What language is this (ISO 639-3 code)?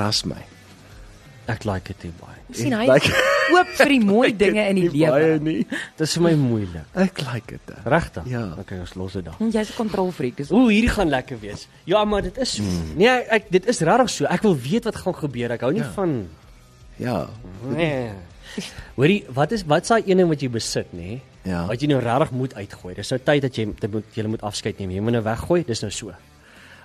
afr